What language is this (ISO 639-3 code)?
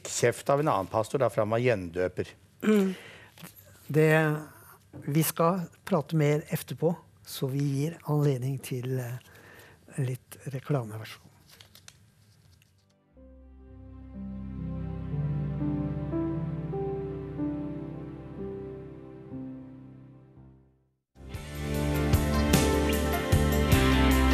nor